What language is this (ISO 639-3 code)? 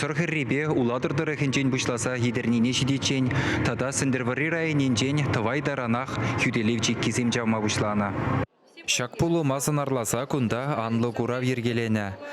chv